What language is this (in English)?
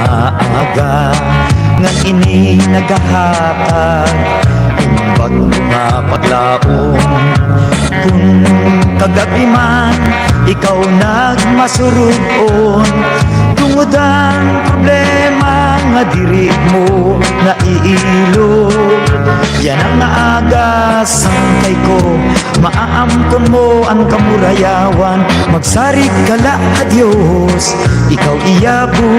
Waray